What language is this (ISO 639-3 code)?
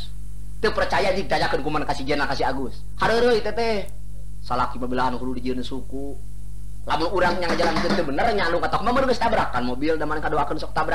sun